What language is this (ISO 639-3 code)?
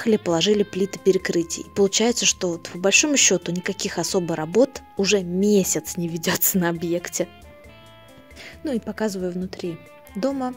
rus